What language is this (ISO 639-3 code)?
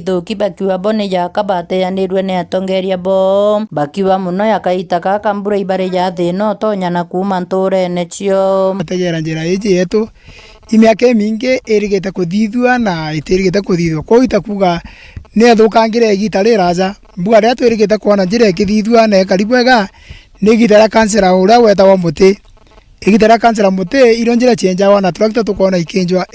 mer